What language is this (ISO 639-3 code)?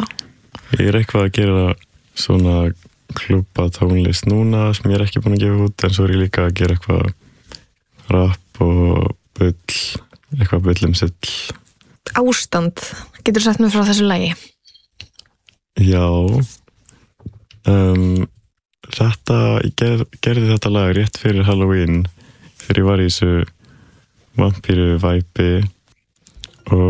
isl